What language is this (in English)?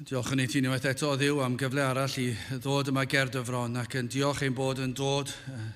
Welsh